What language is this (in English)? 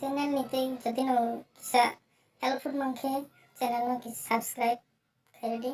Kok Borok